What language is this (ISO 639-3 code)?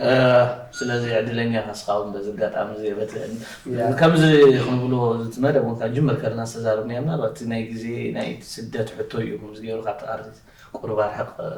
tir